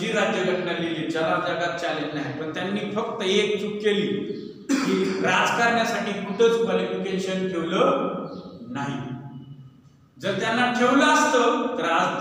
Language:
Marathi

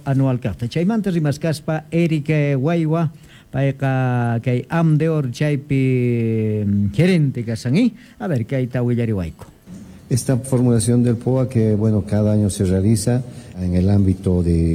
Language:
South Bolivian Quechua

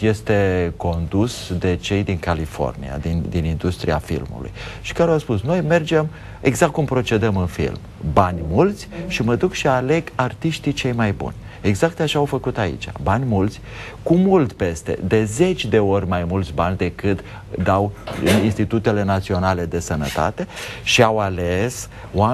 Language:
Romanian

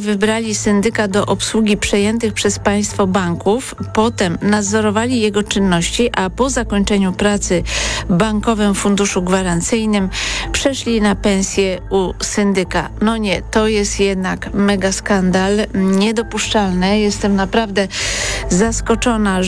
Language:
Polish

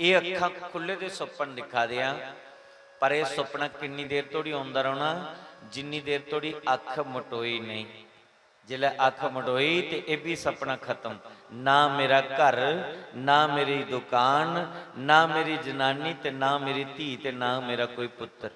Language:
Dogri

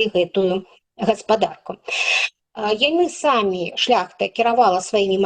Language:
Belarusian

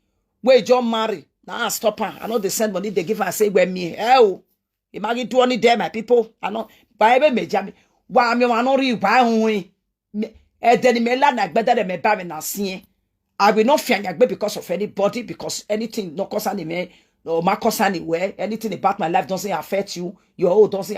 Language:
Nigerian Pidgin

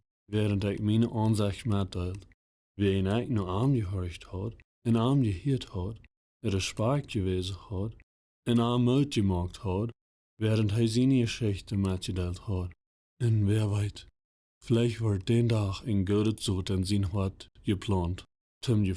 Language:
Plautdietsch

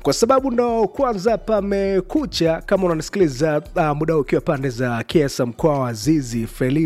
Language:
Swahili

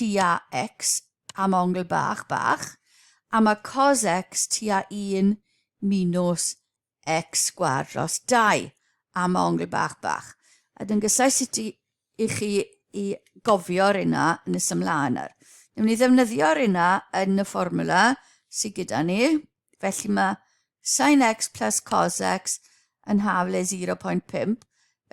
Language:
Welsh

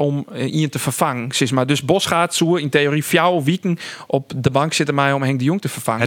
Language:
Western Frisian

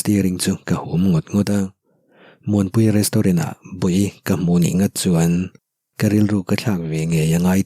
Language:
Mizo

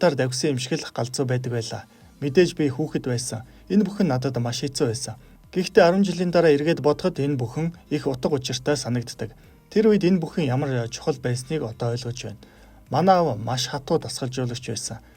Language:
Mongolian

